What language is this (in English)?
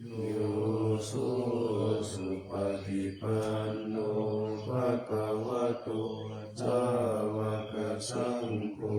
Pali